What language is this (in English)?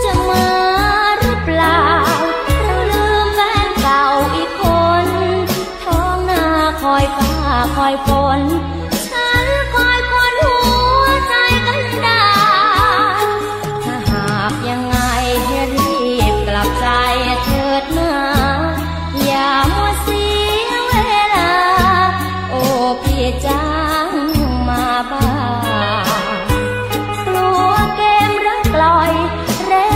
Thai